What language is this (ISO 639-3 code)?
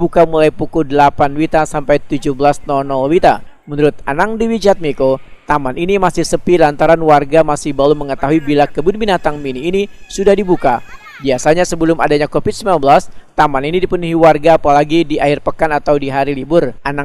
bjn